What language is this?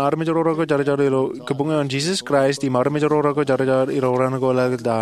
Marshallese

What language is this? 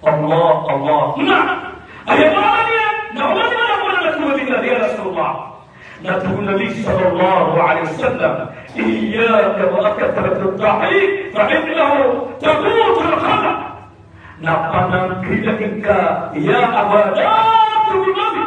Maranao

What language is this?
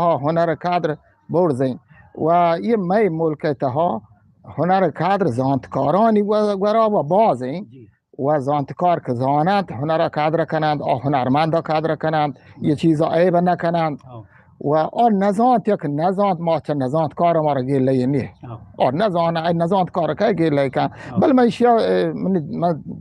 Eastern Balochi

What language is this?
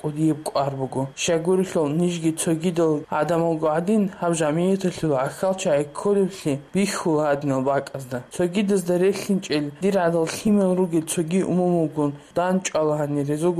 Avaric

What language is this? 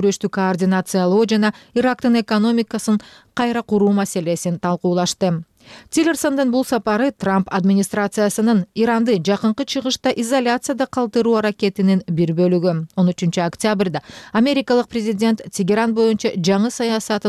Kyrgyz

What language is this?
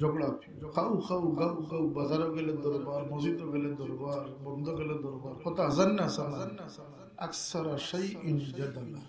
Sylheti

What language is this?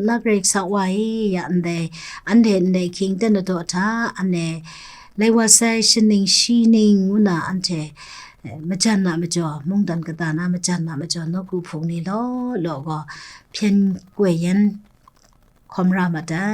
Kachin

